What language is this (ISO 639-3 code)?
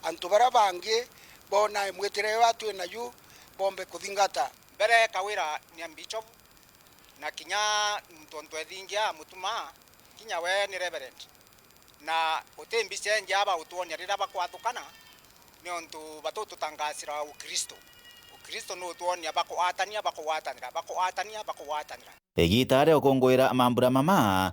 mer